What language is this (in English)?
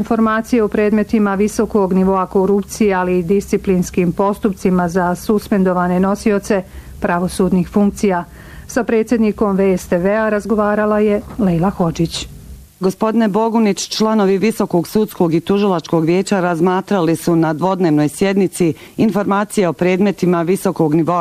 Bosnian